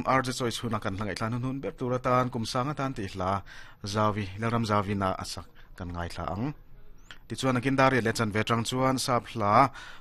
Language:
Mizo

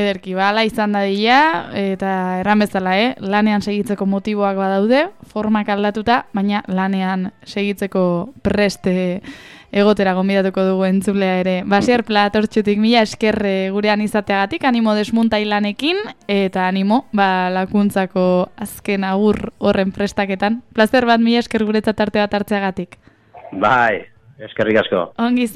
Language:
Basque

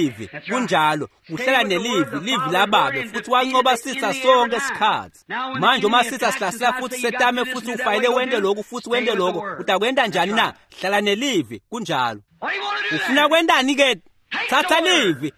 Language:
Swati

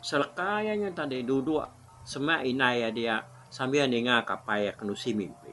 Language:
Iban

